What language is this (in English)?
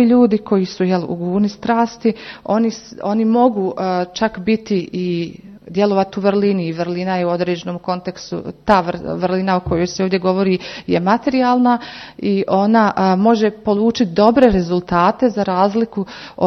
Croatian